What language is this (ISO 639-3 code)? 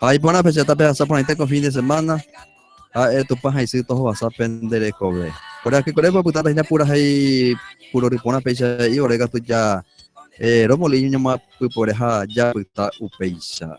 grn